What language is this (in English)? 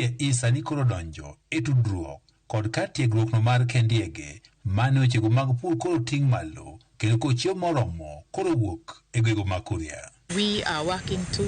Luo (Kenya and Tanzania)